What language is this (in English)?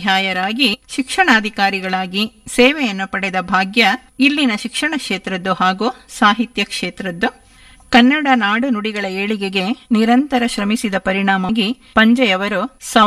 Kannada